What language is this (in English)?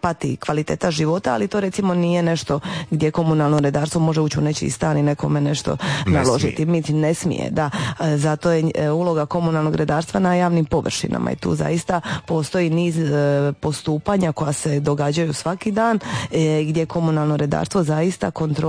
Croatian